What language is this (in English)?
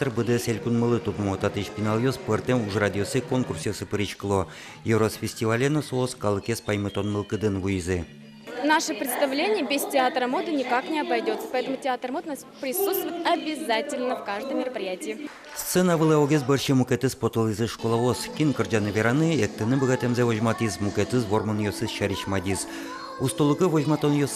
Udmurt